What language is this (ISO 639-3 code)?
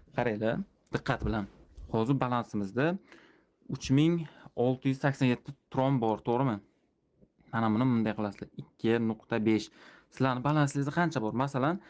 uzb